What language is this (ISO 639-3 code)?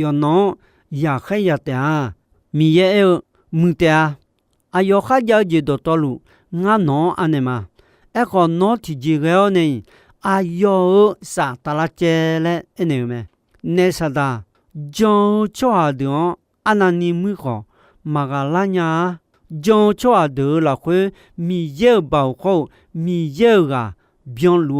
ahk